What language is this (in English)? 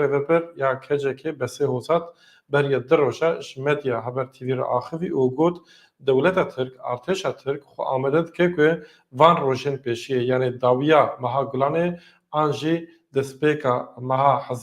Kurdish